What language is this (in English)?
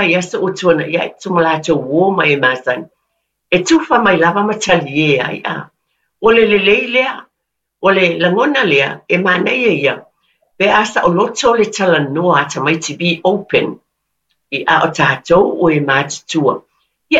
Samoan